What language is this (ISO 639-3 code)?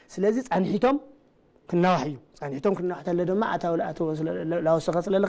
tir